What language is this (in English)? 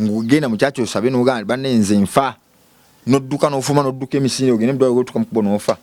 Ganda